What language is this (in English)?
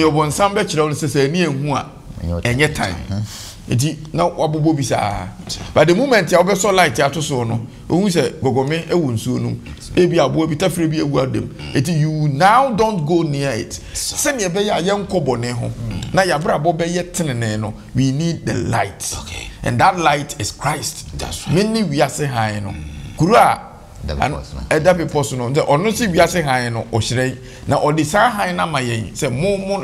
Akan